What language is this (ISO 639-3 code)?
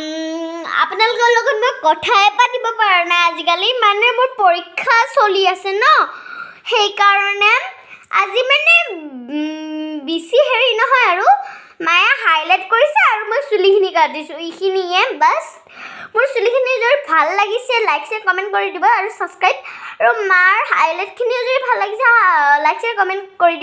asm